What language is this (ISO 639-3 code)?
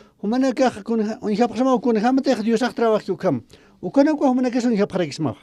aym